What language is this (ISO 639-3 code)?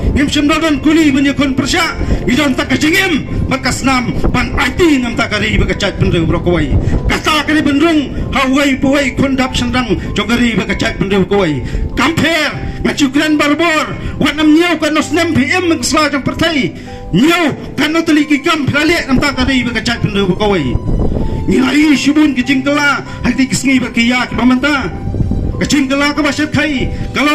kha